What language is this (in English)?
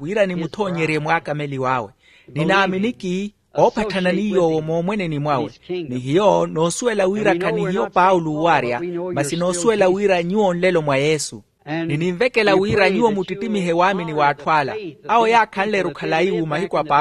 Makhuwa